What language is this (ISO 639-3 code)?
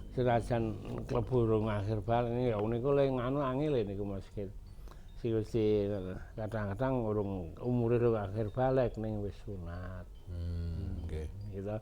jav